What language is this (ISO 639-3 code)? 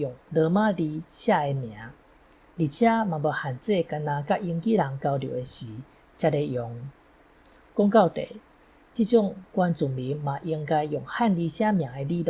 nan